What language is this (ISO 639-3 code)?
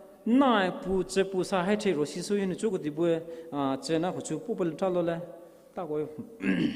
pmx